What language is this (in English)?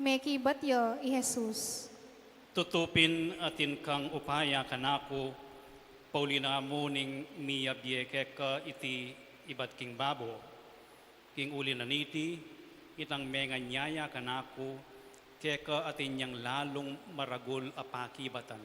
Pampanga